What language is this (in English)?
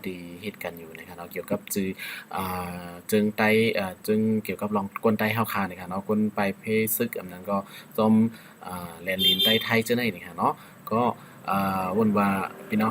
Shan